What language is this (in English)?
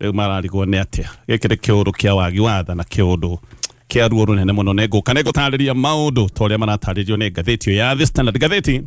Kikuyu